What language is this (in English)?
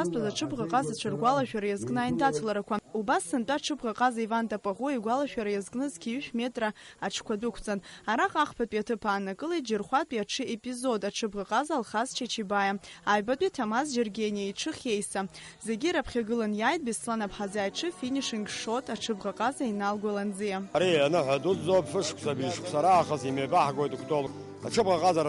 Abkhazian